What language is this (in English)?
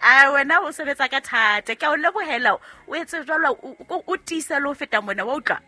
Southern Sotho